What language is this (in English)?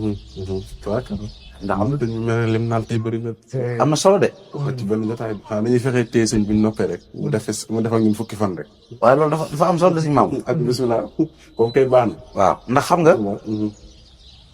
Wolof